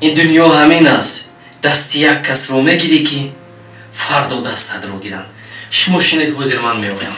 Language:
Tajik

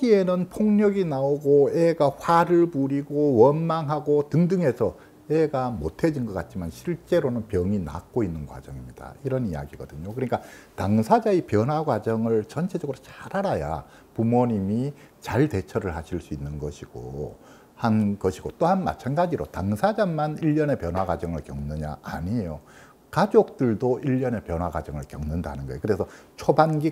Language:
Korean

